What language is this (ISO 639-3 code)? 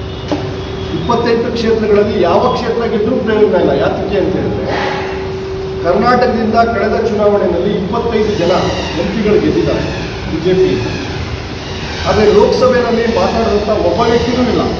kan